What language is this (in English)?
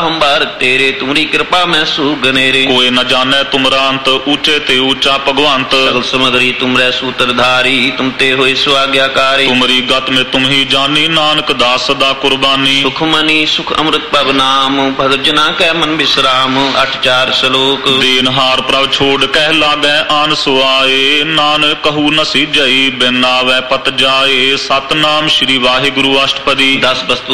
Punjabi